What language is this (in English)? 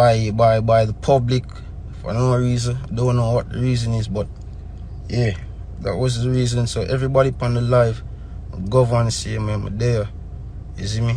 Jamaican Creole English